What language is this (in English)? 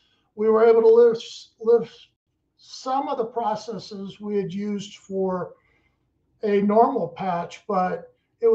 English